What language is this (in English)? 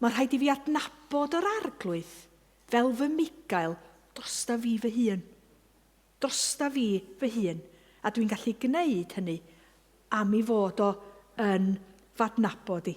Welsh